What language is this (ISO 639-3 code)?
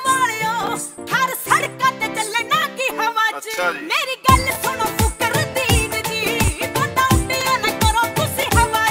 pan